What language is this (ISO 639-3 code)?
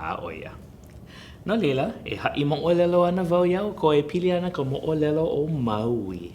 haw